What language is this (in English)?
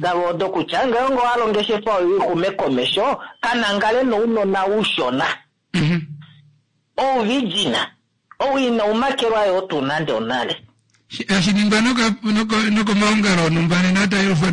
Kuanyama